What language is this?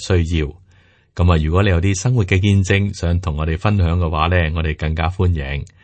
Cantonese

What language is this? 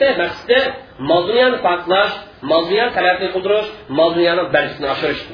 Uyghur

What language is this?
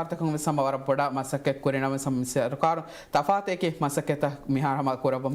Divehi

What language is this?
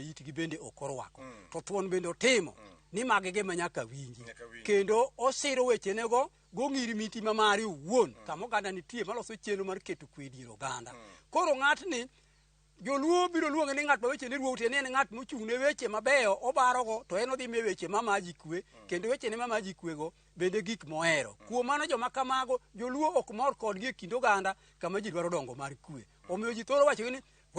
Luo (Kenya and Tanzania)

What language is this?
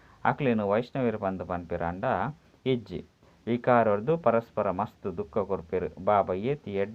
Tulu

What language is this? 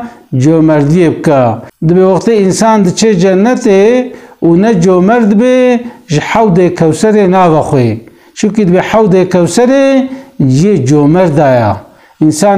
Kurdish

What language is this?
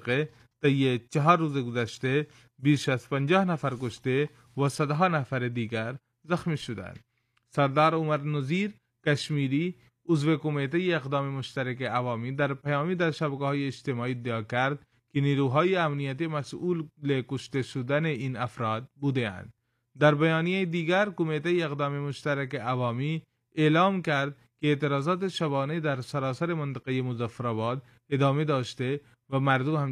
Persian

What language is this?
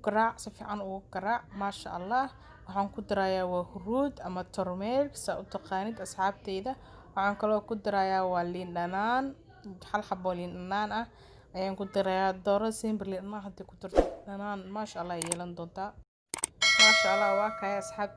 Somali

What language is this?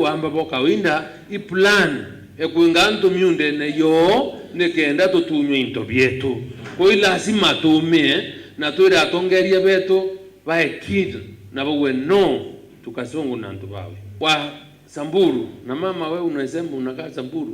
Meru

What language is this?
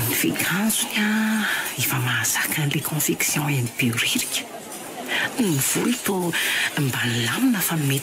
Malagasy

